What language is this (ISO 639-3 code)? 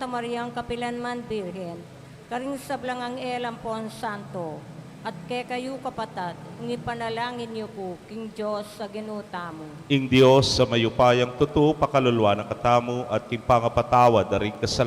pam